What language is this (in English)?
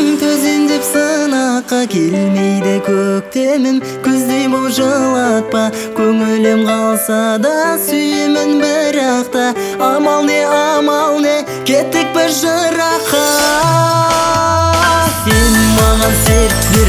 Kazakh